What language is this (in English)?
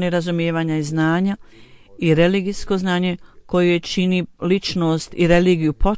Bosnian